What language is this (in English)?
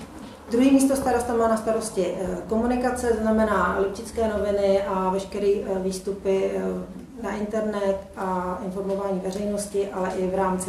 Czech